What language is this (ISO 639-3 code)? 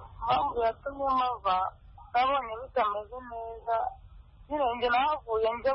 kin